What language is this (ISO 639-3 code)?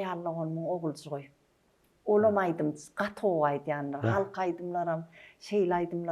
tuk